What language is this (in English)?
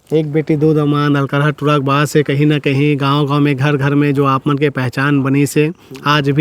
Chhattisgarhi